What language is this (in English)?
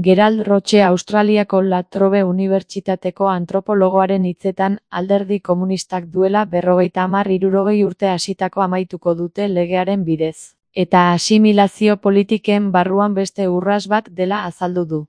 Basque